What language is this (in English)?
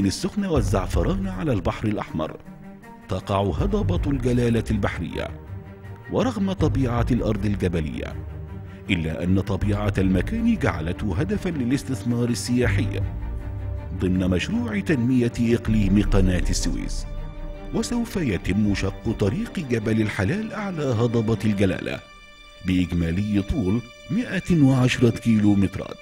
Arabic